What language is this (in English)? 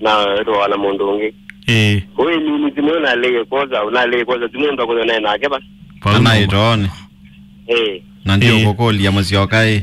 Kamba